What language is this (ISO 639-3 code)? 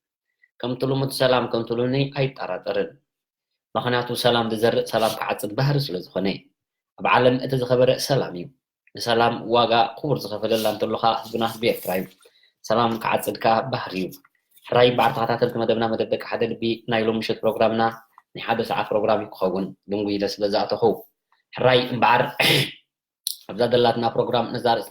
tir